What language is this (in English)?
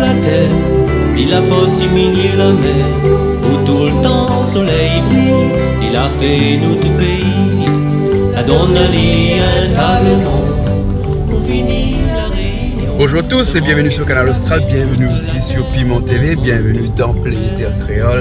Réunion Creole French